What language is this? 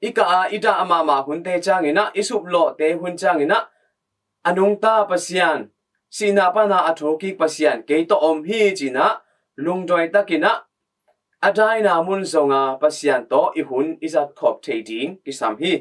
Tedim Chin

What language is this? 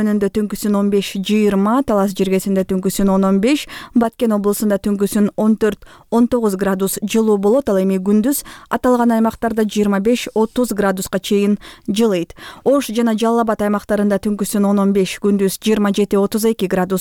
Kyrgyz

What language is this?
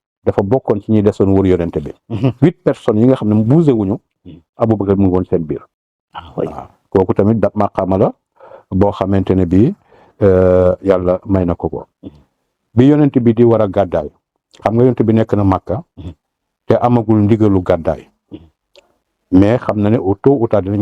Wolof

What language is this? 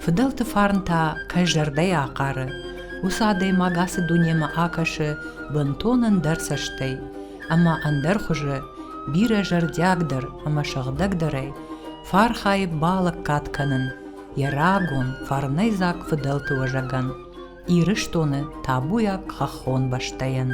Ossetic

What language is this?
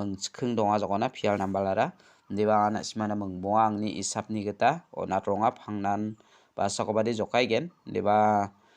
Garo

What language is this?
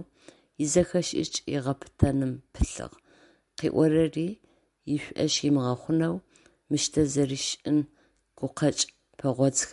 Adyghe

